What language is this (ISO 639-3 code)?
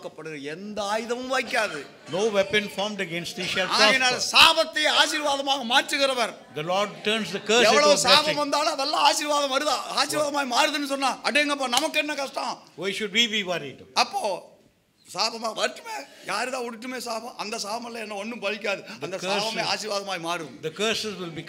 tam